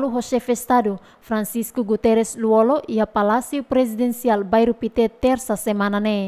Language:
Tetum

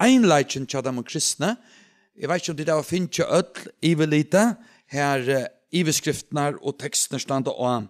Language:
Faroese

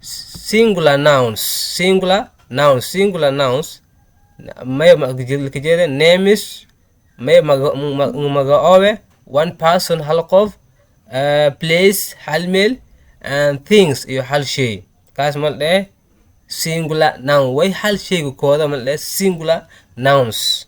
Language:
Somali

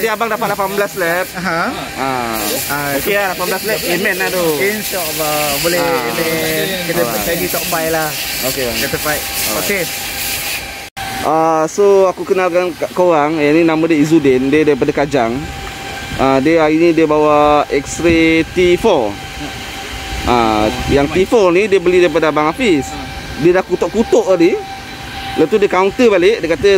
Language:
Malay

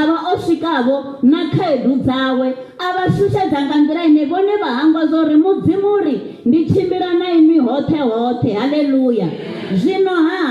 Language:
Venda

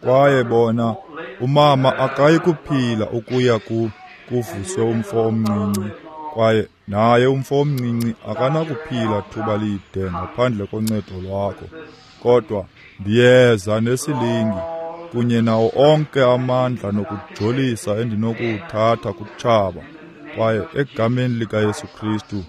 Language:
Xhosa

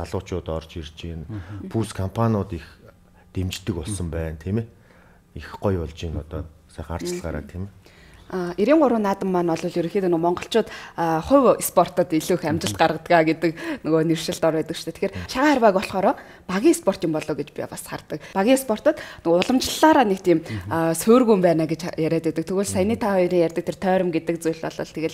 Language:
Mongolian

